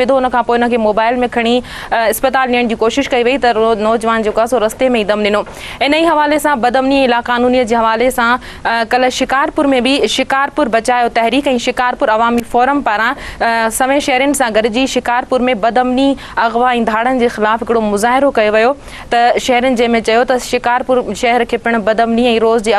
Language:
Sindhi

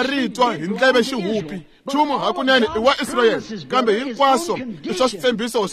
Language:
Tsonga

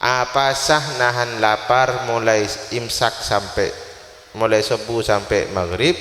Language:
Madurese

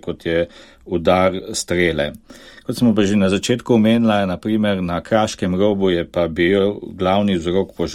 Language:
Slovenian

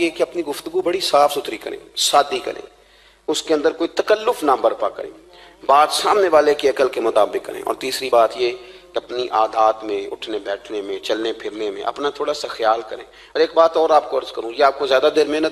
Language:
Urdu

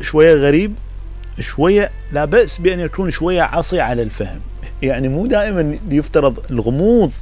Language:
Mesopotamian Arabic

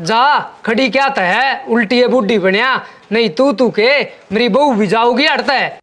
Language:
Haryanvi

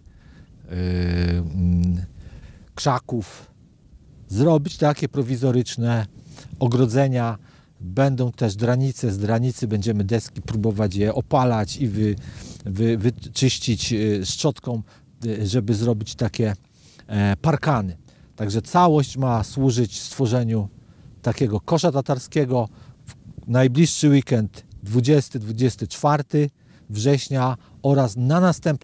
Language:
Polish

